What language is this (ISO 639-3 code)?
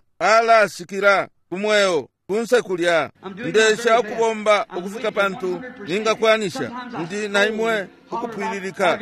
bem